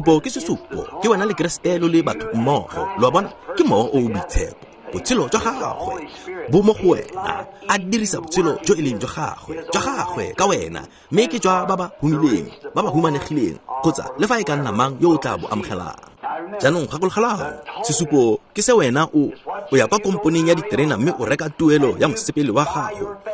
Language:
Tswana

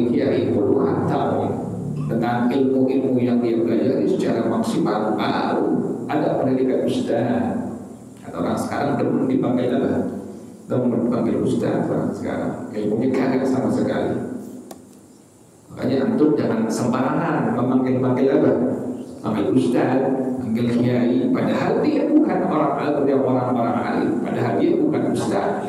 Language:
Indonesian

